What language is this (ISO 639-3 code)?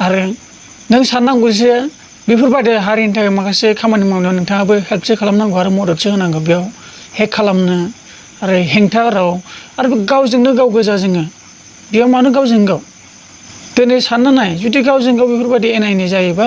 brx